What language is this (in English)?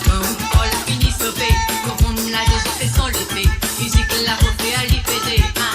Morisyen